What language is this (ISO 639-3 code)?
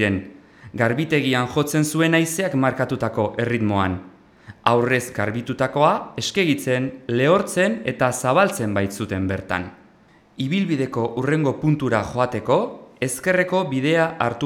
eus